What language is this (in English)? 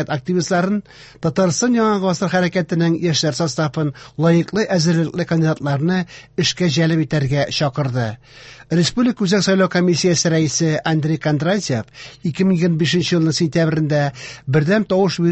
Tatar